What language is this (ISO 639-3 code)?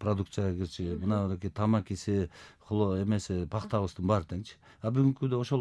kir